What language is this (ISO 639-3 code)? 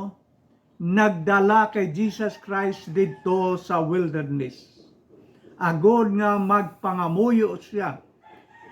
hil